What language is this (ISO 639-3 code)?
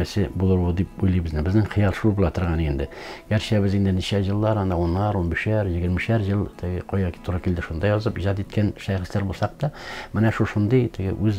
tat